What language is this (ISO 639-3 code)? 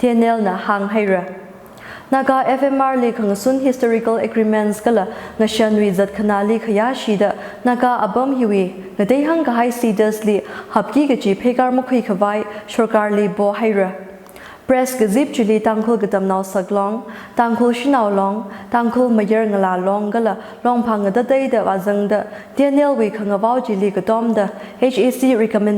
nmf